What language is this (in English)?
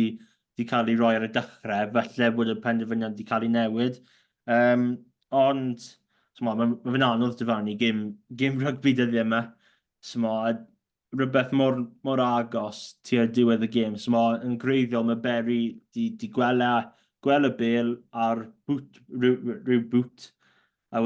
Welsh